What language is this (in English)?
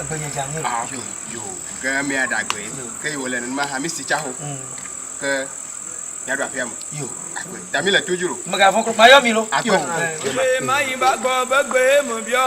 Ewe